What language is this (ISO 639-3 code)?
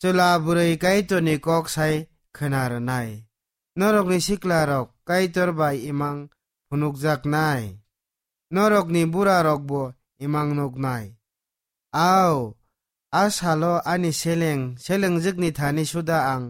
trp